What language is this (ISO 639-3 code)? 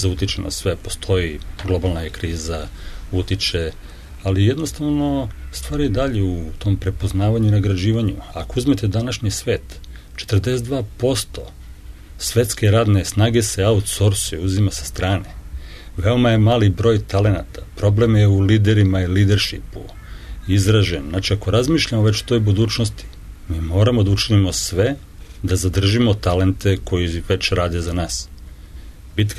srp